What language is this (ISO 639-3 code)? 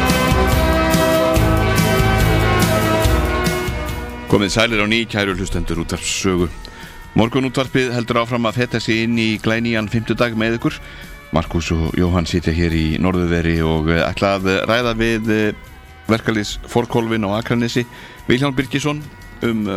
isl